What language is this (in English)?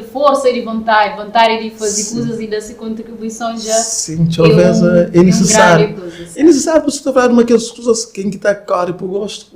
Kabuverdianu